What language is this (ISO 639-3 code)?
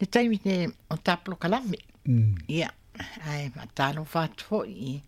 smo